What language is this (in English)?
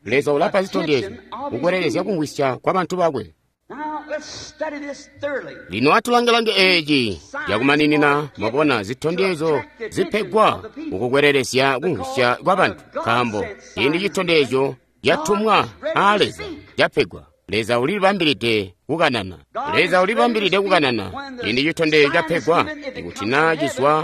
Tonga (Zambia)